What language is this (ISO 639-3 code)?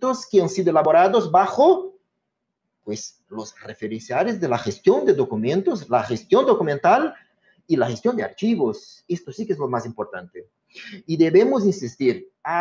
spa